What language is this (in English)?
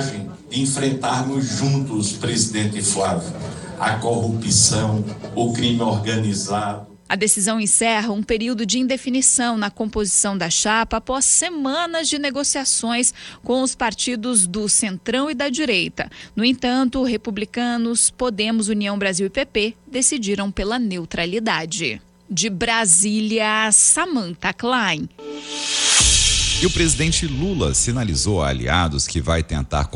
Portuguese